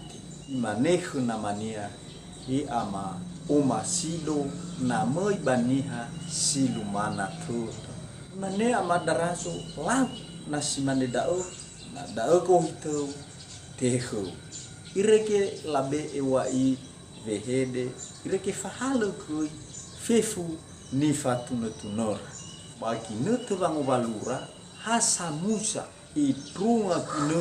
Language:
Nias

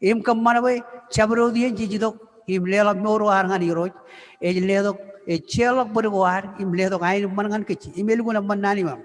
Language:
Marshallese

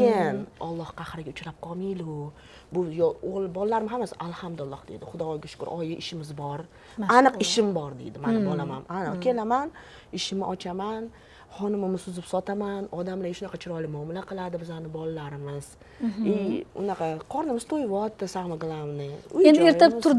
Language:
Uzbek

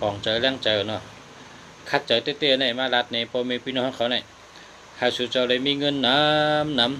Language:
Shan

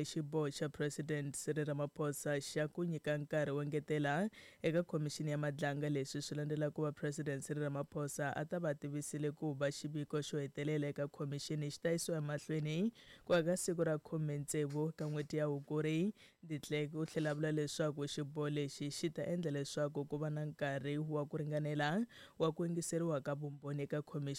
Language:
Tsonga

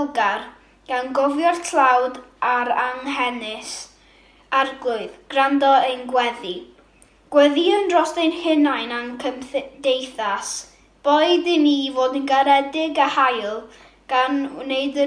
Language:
Welsh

